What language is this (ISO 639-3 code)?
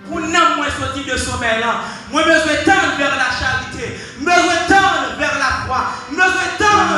hat